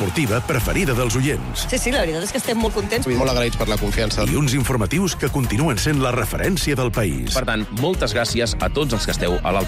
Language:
Catalan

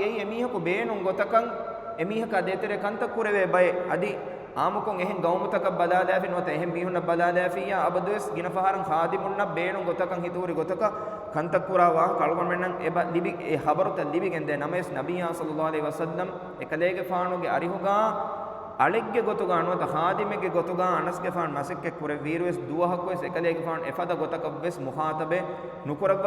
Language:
Divehi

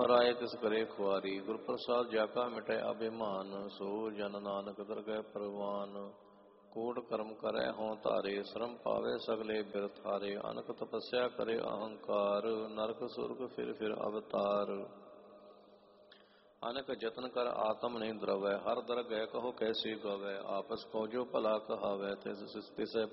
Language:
Punjabi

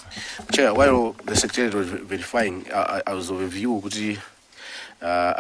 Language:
Nyanja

